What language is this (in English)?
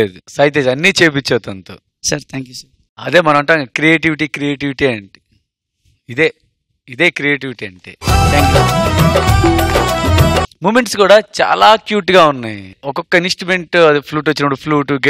Telugu